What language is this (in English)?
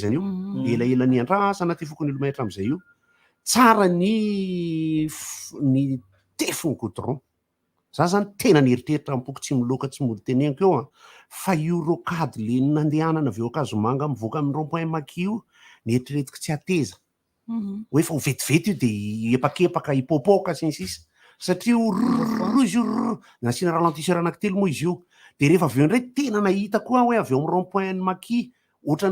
Malagasy